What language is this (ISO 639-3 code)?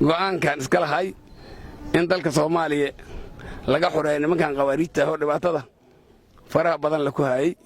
som